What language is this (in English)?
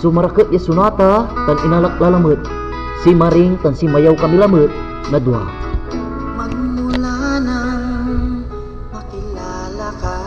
Pangasinan